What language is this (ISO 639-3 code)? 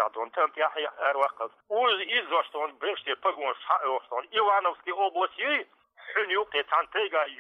che